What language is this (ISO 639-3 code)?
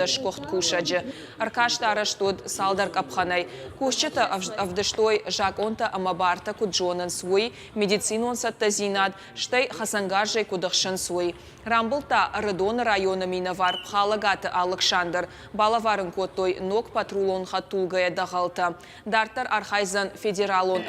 oss